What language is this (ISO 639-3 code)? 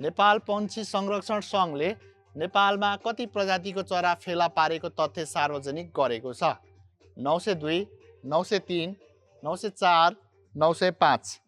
nep